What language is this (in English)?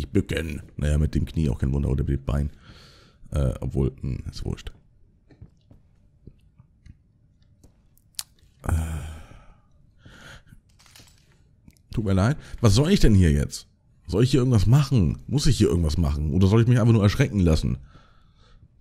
German